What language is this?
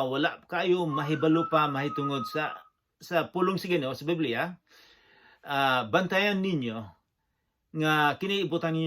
Cebuano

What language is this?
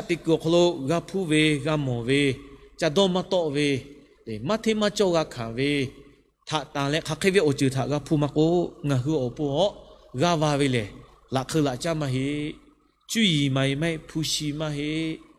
Lahu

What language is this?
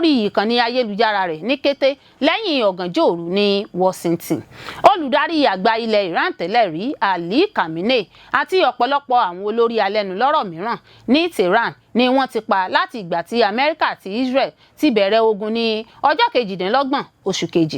Yoruba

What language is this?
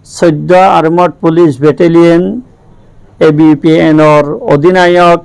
Rohingya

